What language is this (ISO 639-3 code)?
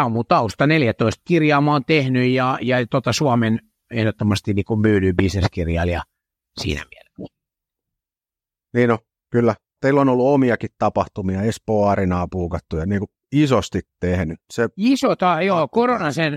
fin